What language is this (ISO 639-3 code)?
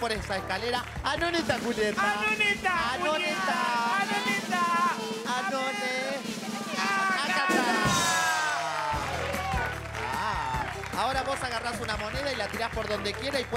spa